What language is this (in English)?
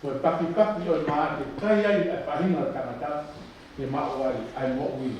Tongan